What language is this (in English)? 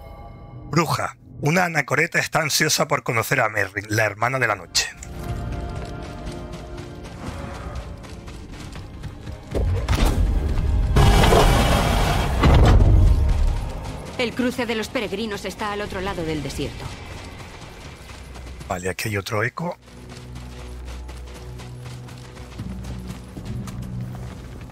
Spanish